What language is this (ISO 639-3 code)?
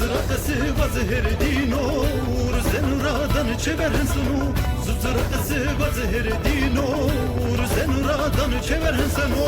zza